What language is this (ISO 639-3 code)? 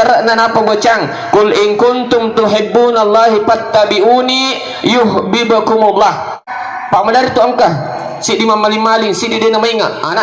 bug